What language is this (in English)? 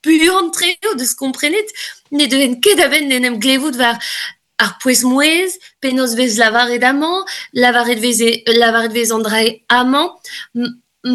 Breton